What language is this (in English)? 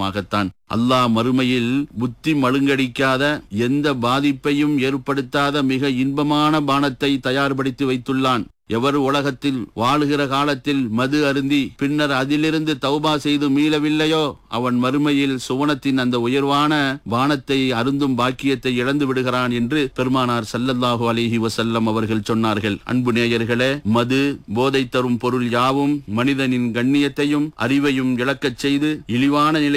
Tamil